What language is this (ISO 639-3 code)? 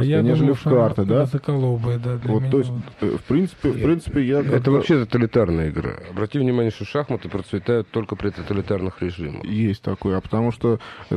rus